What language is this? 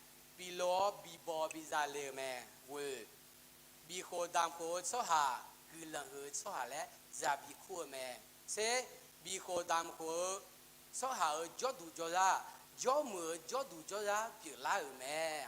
Akha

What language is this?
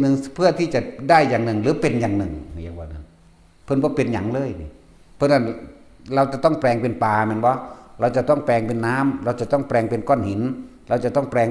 Northeastern Thai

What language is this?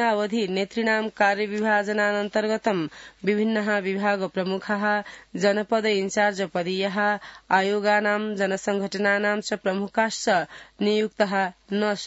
Sanskrit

